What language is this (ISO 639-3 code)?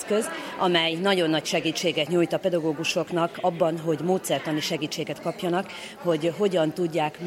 hun